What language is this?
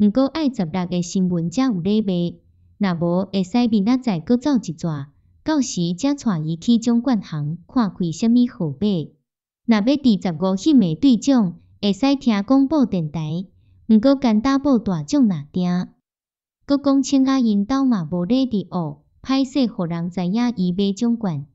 Min Nan Chinese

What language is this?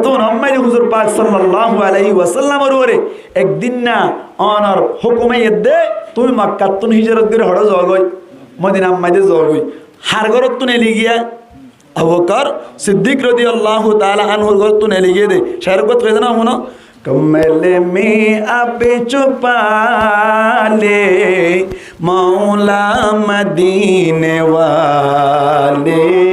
Rohingya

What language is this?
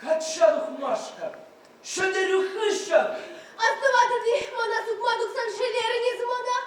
Chuvash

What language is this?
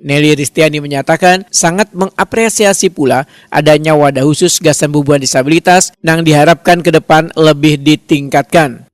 Banjar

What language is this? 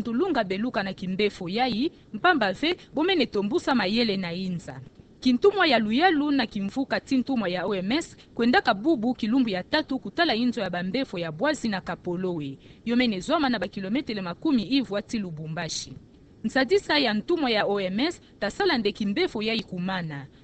Kituba (Democratic Republic of Congo)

